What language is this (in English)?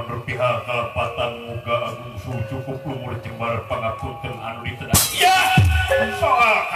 Sundanese